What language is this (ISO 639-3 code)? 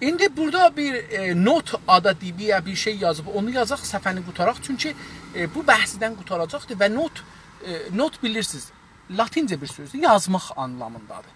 azb